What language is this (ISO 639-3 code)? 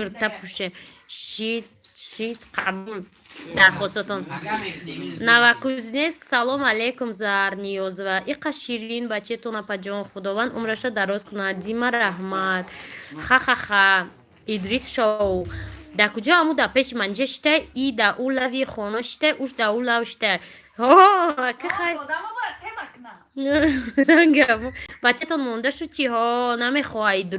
tgk